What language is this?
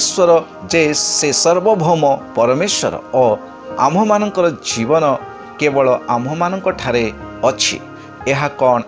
Odia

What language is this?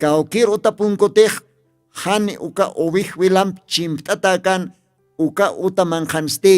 Aymara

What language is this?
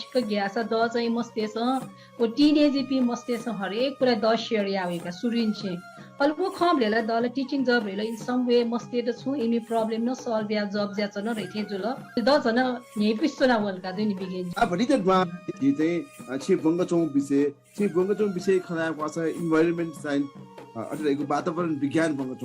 Newari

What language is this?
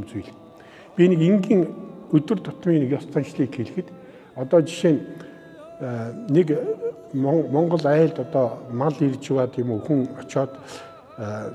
Mongolian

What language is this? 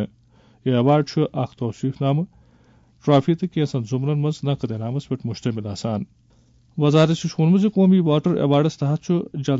Kashmiri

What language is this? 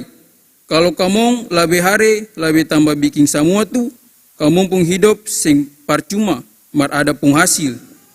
Ambonese Malay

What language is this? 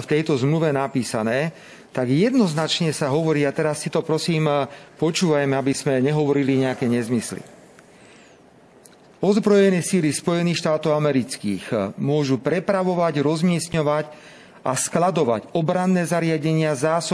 Slovak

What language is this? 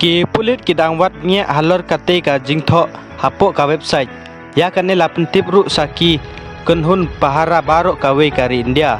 Khasi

